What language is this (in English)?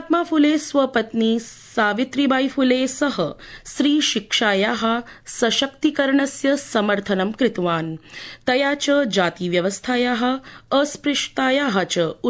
Sanskrit